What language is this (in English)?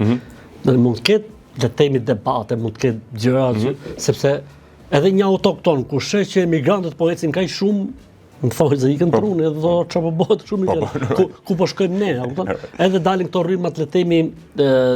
Albanian